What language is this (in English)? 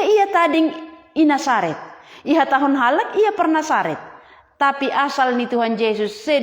Batak Simalungun